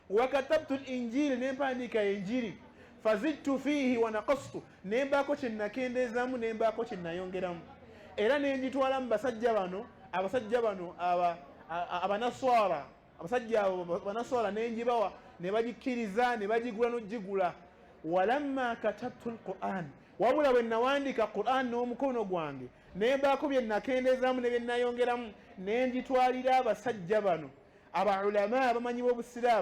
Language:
Ganda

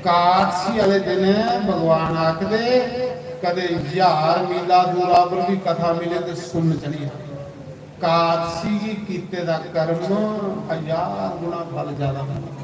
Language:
Dogri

